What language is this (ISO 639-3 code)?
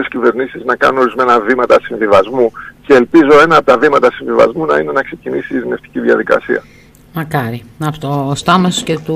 ell